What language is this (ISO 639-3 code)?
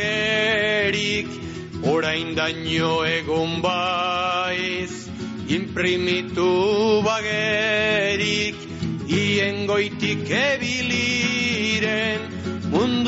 eus